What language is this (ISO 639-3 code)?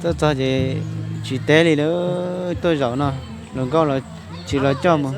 hmn